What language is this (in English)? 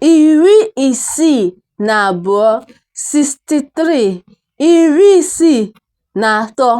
Igbo